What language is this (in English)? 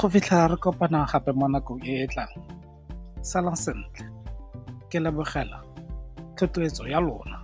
Tswana